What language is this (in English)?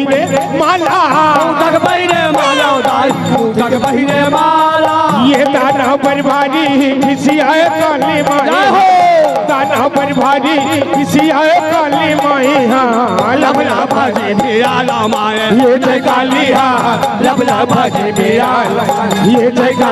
Chhattisgarhi